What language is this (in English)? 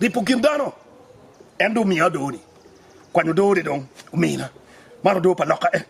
Acoli